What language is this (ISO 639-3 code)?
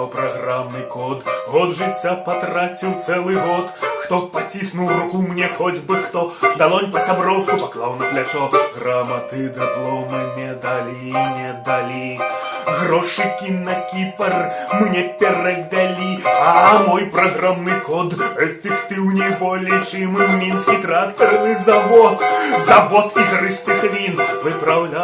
bel